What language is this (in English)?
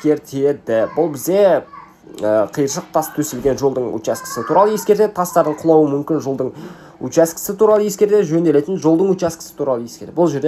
Kazakh